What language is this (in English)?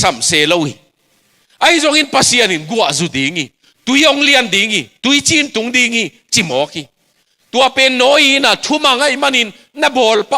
Tedim Chin